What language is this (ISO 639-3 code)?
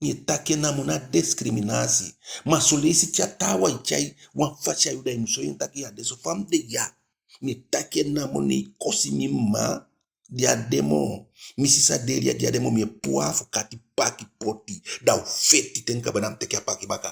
djk